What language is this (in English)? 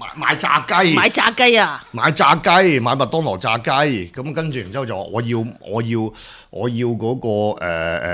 Cantonese